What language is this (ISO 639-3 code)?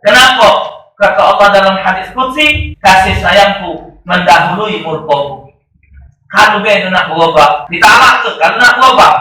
mui